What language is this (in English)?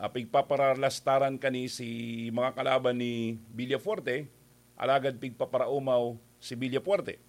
Bikol